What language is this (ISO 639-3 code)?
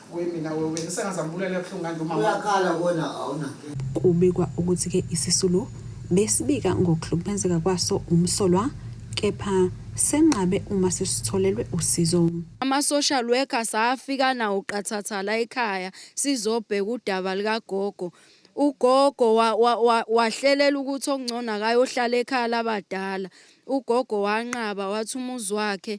zul